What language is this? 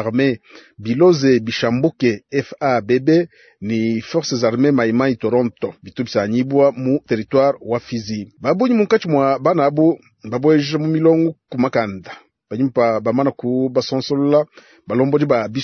Luba-Lulua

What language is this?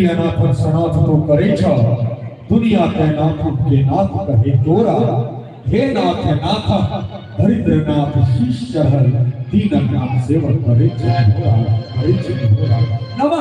Maithili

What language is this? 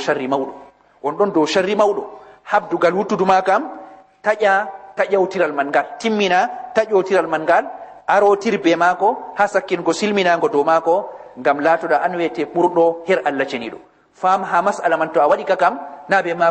Fula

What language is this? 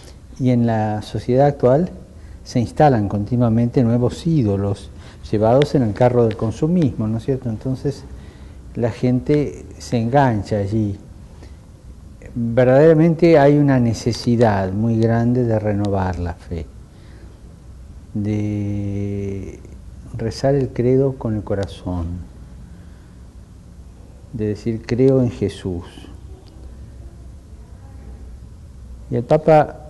Spanish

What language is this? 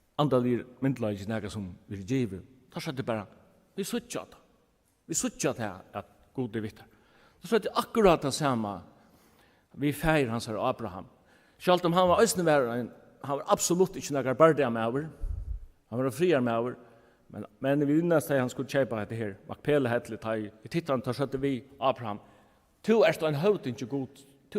Faroese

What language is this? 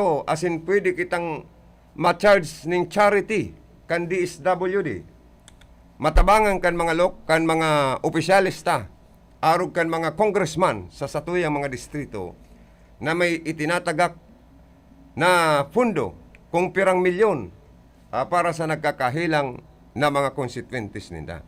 Bikol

